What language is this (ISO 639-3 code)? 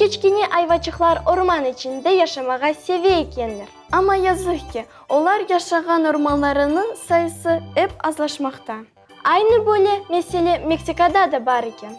crh